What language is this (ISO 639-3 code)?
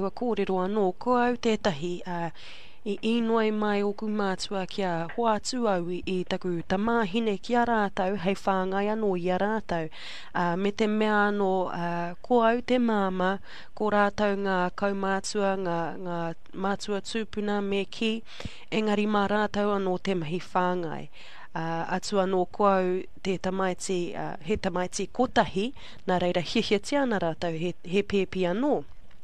mri